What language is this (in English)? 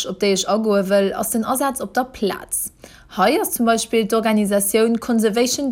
Luxembourgish